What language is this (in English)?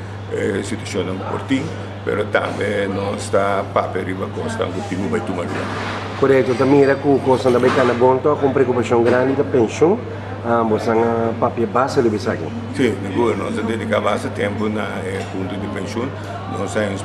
Papiamento